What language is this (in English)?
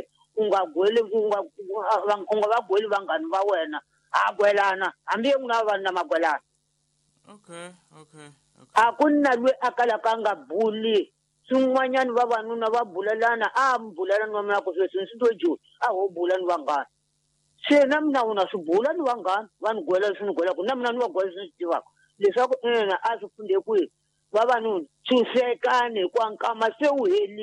Tsonga